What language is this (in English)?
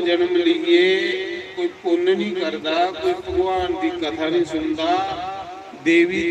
Dogri